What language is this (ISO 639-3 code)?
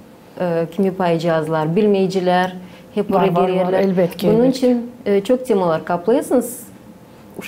gag